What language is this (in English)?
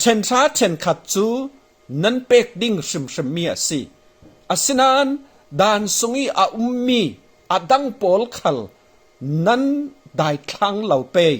Falam Chin